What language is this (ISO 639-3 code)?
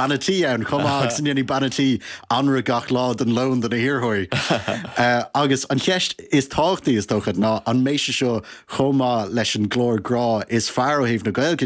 gle